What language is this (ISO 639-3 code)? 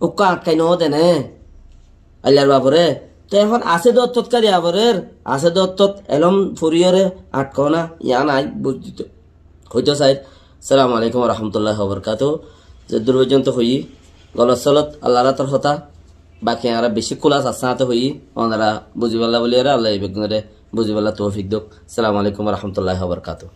rhg